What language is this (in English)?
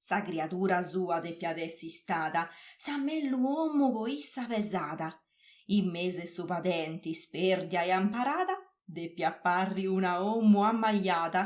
Sardinian